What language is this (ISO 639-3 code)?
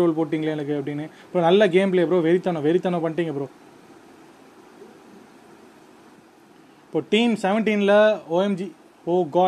tam